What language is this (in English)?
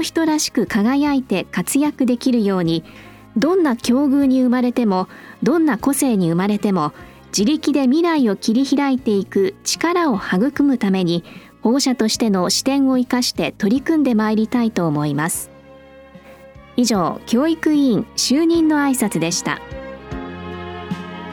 Japanese